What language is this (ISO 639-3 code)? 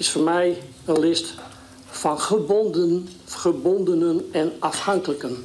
fry